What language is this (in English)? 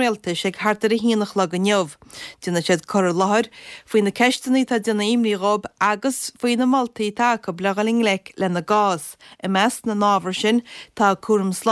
Irish